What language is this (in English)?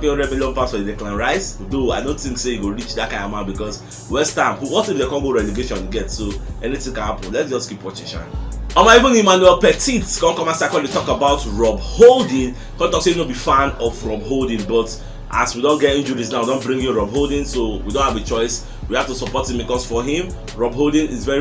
Nigerian Pidgin